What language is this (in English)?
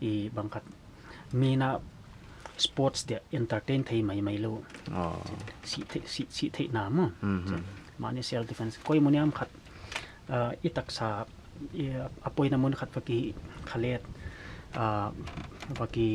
Paite Chin